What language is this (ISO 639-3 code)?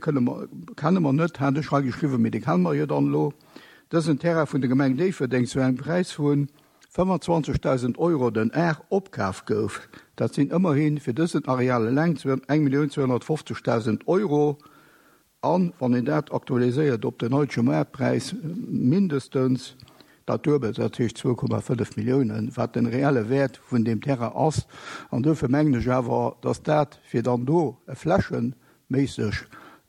ltz